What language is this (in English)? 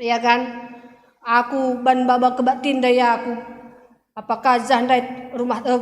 Batak Karo